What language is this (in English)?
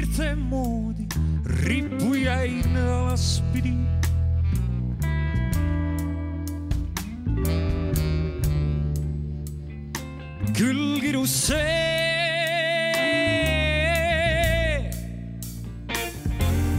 Estonian